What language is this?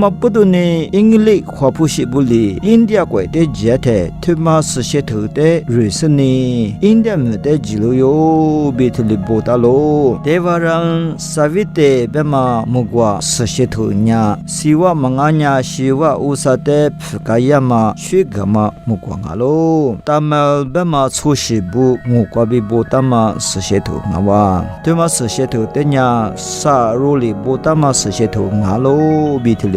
Lisu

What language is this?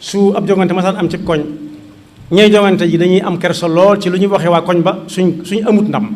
Wolof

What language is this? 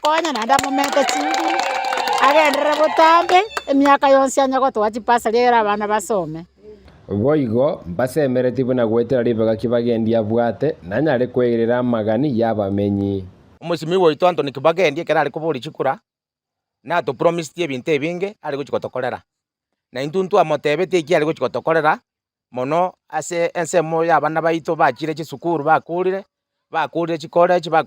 Gusii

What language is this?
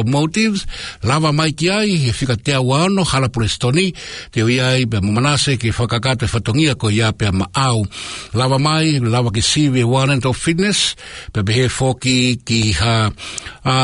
Tongan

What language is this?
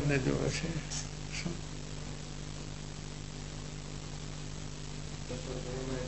Gujarati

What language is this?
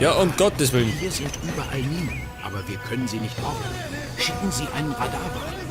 Bavarian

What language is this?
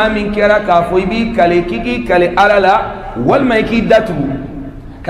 Bambara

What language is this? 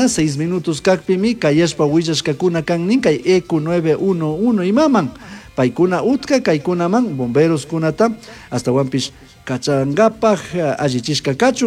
Chimborazo Highland Quichua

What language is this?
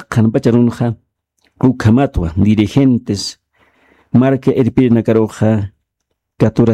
Aymara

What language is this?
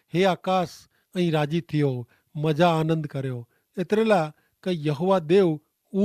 Kachhi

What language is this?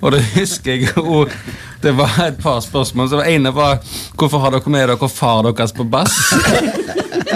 Norwegian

